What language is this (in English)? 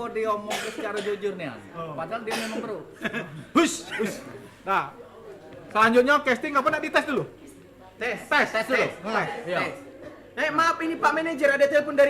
Musi